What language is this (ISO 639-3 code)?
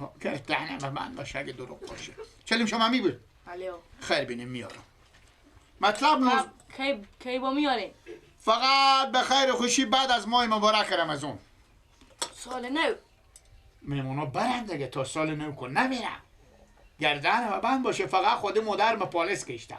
fas